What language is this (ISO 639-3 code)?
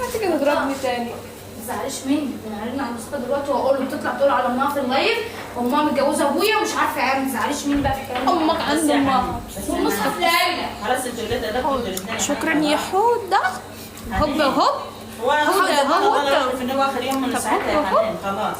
arz